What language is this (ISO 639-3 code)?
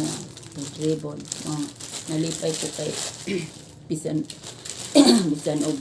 ceb